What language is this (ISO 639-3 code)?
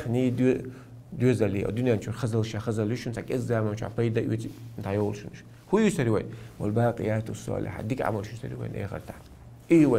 che